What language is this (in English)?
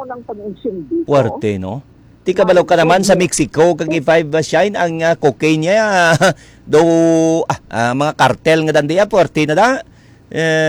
Hiligaynon